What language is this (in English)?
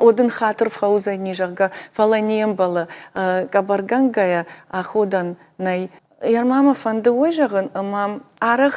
Ossetic